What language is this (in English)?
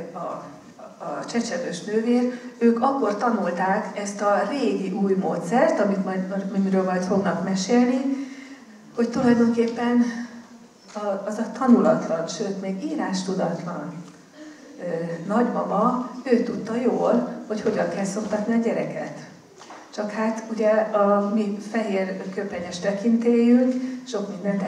Hungarian